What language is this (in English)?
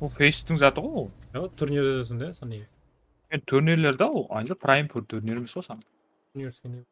Kara-Kalpak